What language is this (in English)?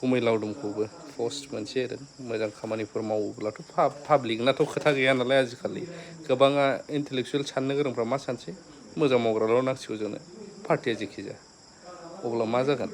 Bodo